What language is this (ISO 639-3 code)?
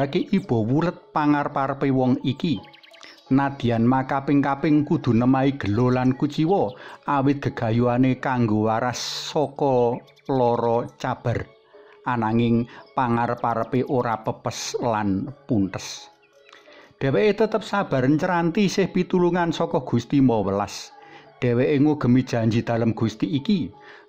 jav